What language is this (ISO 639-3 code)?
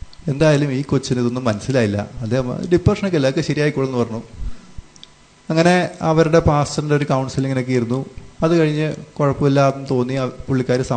mal